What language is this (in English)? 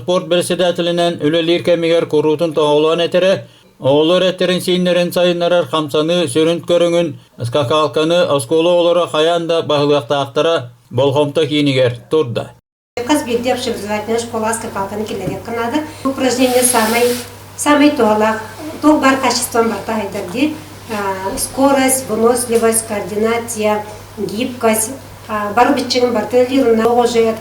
Yakut